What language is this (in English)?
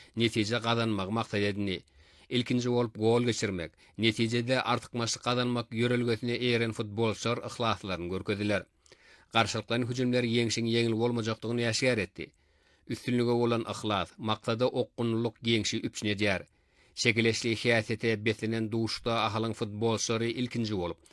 Turkmen